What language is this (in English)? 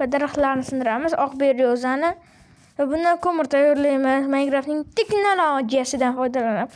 Uzbek